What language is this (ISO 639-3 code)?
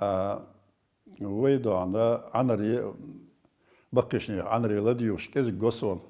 che